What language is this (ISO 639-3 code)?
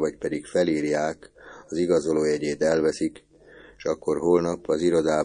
hun